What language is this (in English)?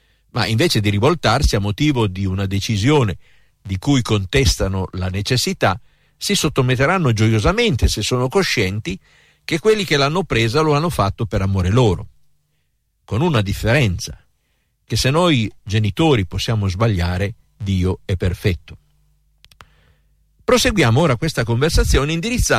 Italian